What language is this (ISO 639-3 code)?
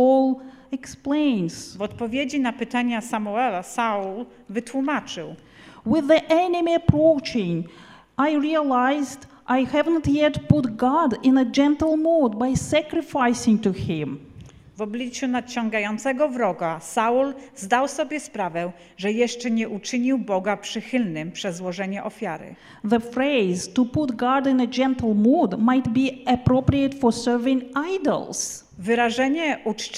pol